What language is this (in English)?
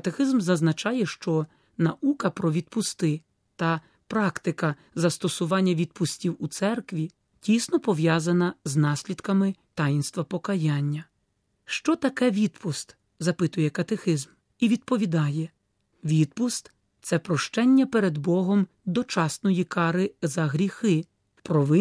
Ukrainian